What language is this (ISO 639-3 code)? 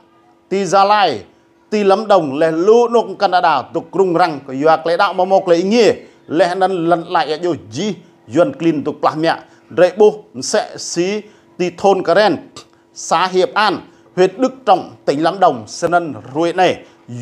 rad